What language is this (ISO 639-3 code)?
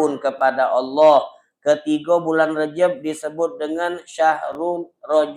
mui